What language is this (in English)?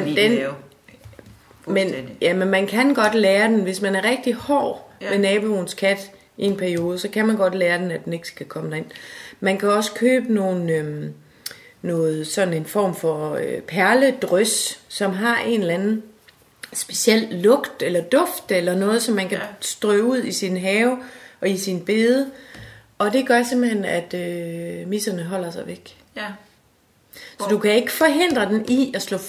Danish